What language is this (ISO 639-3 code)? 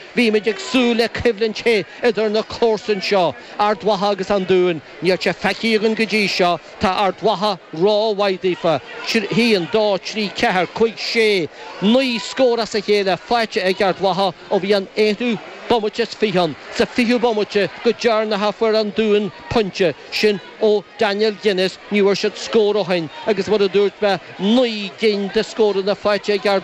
gle